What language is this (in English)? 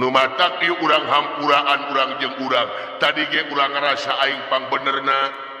Sundanese